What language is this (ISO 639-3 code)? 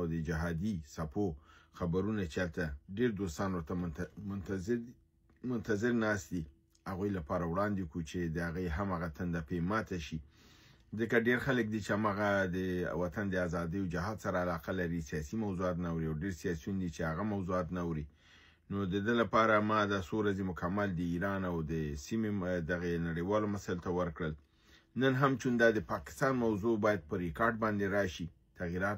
pus